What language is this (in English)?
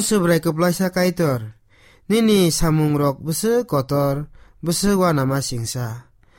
Kok Borok